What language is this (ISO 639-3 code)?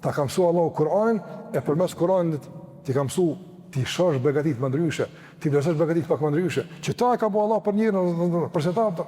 sqi